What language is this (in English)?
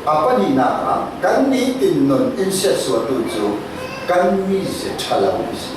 Falam Chin